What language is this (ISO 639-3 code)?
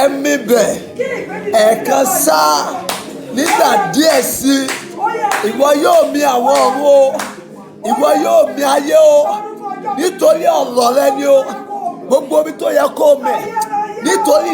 yor